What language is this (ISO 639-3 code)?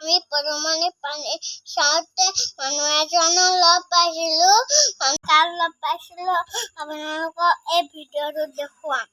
asm